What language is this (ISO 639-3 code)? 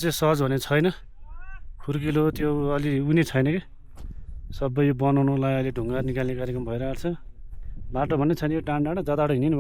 nep